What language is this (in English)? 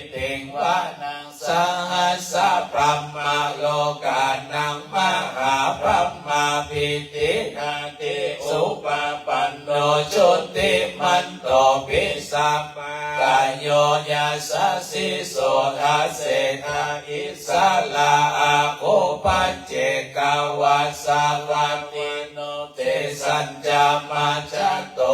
Pali